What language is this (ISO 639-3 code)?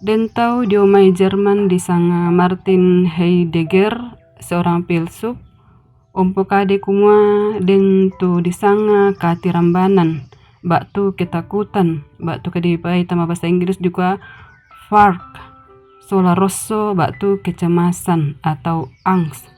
sda